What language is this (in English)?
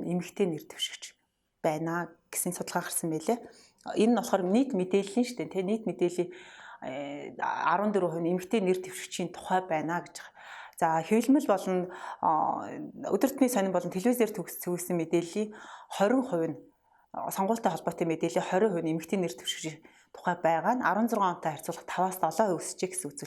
Mongolian